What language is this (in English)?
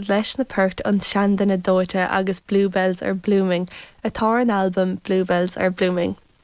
Irish